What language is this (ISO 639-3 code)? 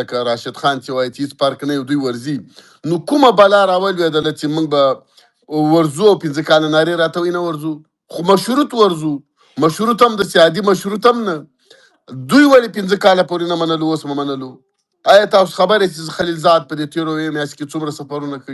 pus